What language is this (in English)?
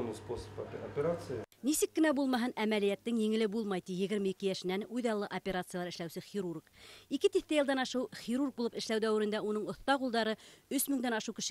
Bashkir